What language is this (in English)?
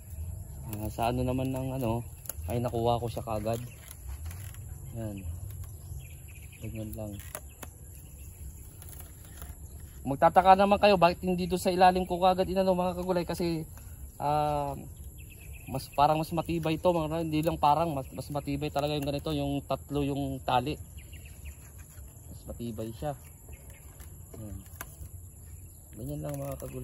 Filipino